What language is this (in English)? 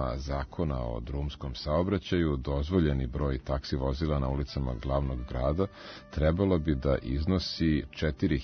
Serbian